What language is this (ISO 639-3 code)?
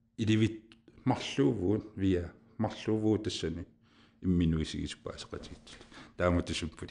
kal